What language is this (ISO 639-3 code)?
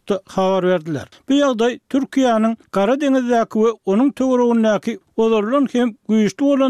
tuk